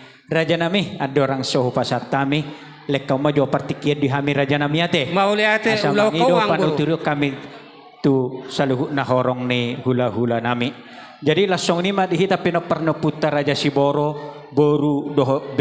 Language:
Batak Toba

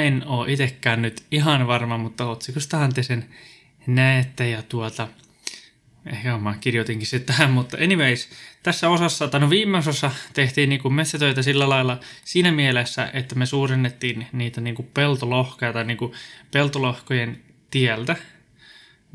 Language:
Finnish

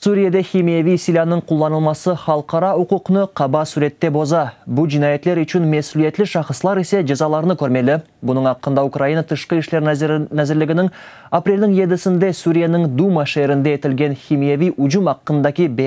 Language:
Crimean Tatar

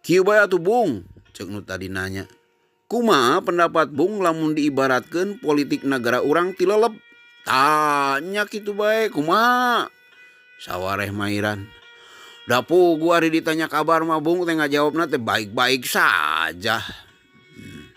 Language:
Sundanese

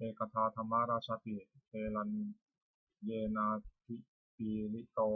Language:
Pali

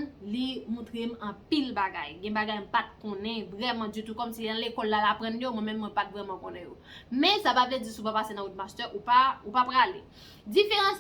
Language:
Haitian Creole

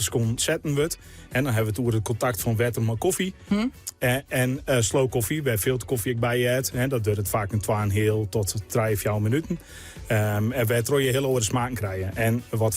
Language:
Western Frisian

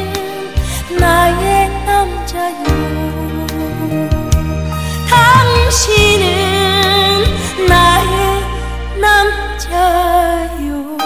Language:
Korean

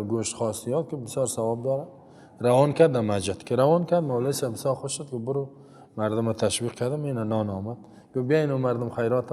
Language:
Persian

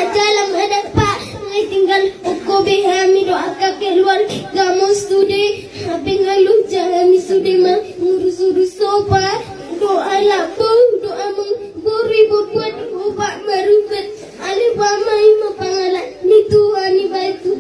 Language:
Batak Toba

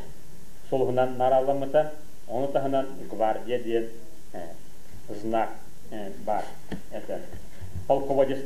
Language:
Yakut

